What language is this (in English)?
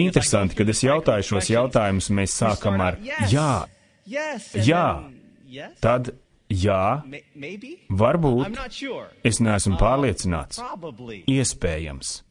Latvian